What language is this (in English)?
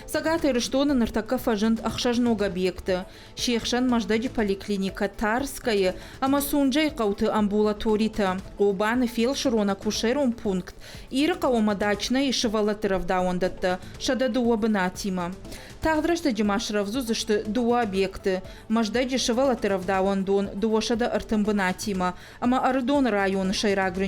Ossetic